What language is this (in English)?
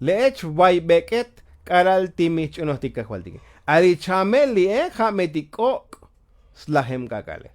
Tzotzil